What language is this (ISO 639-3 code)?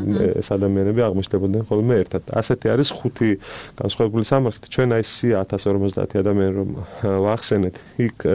kat